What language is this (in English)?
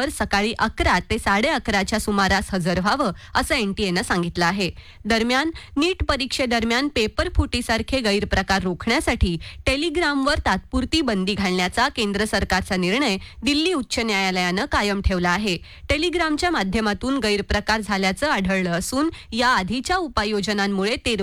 Marathi